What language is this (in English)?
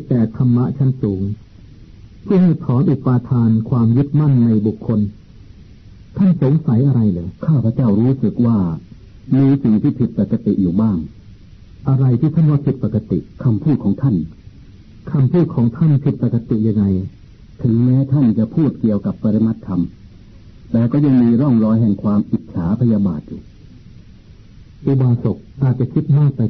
Thai